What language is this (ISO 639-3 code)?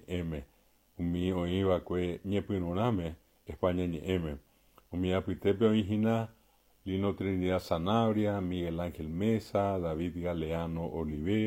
grn